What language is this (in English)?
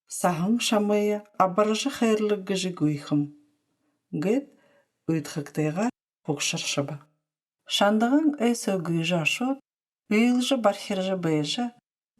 Buriat